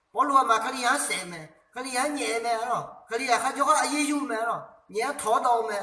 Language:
Akha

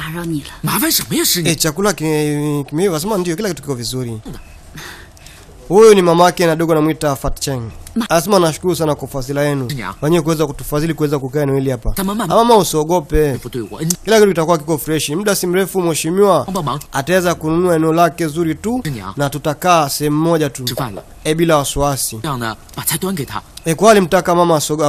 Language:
Swahili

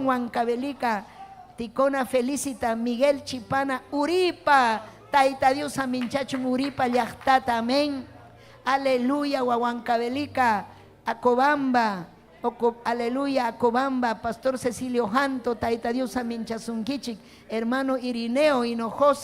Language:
Ayacucho Quechua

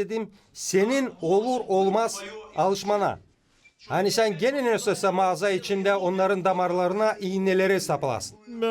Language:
Gagauz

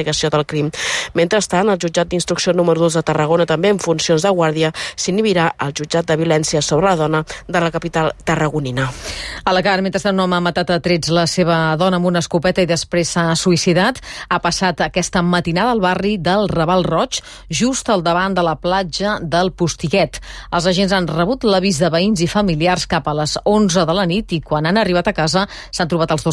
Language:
Catalan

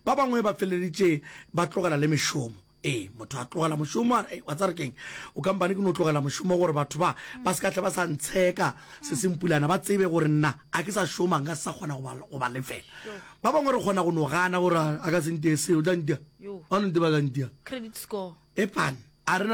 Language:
Northern Sotho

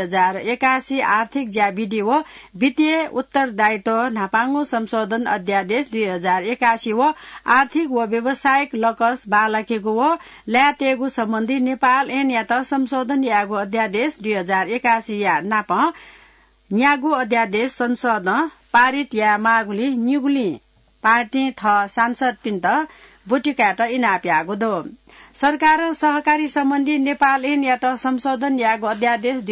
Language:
Newari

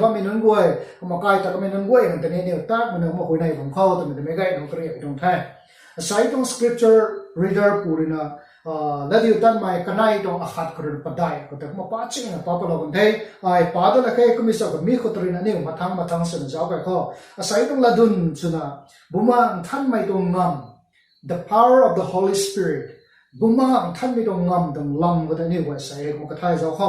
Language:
Rongmei Naga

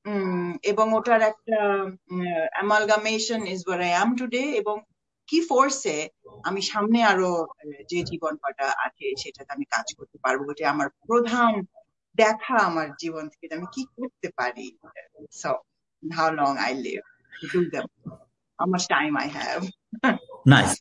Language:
Bangla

